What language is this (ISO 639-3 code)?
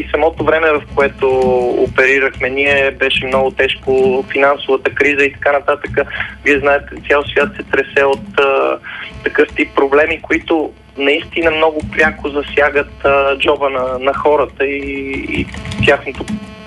bul